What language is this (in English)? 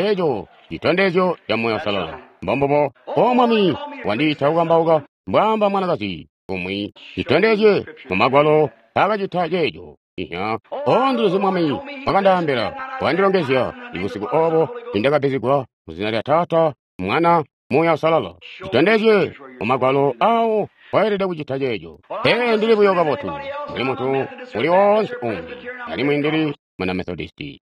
Tonga (Zambia)